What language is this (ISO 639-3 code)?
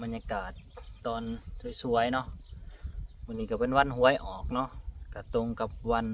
lao